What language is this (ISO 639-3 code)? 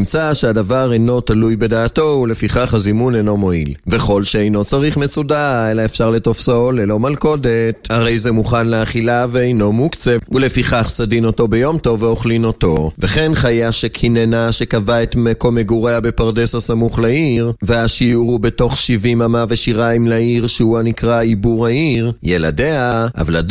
heb